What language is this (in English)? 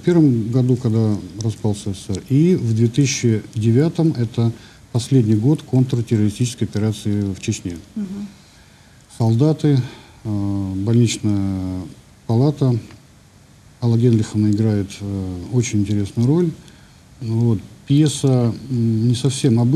Russian